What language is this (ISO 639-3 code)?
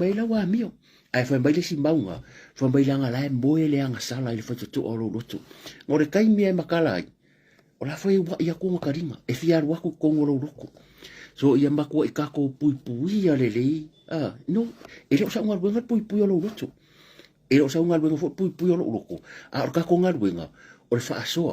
smo